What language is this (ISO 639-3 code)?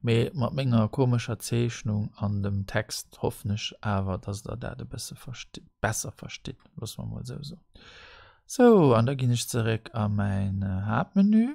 ltz